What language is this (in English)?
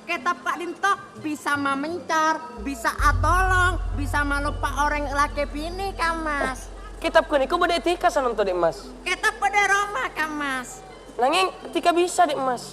Madurese